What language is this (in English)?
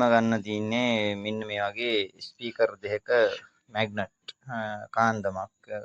Sinhala